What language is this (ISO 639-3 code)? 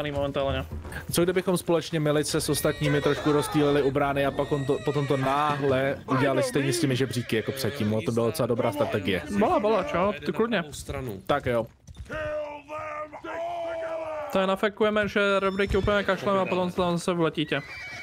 ces